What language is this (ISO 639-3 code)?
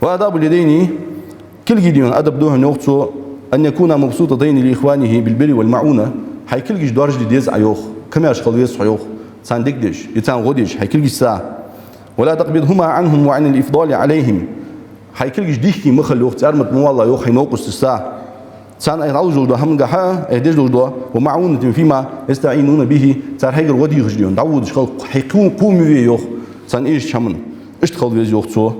inh